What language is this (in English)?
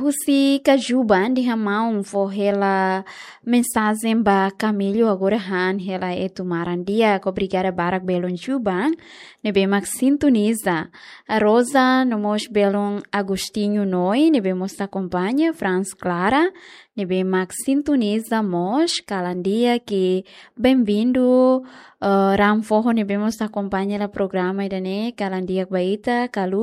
Tetum